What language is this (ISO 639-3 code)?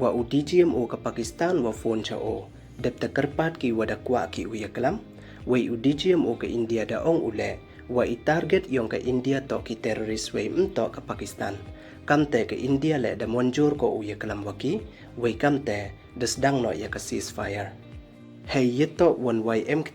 pbv